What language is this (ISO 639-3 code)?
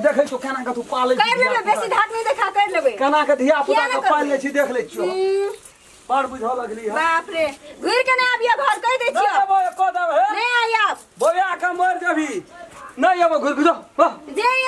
mai